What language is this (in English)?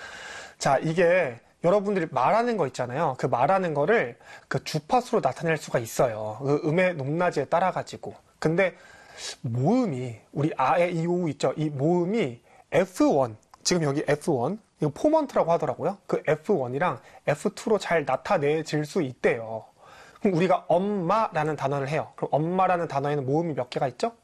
Korean